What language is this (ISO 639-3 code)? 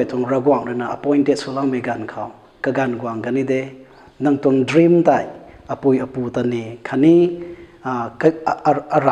nbu